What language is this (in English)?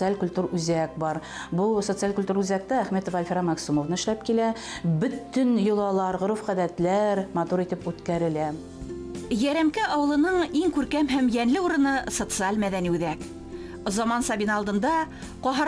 Bashkir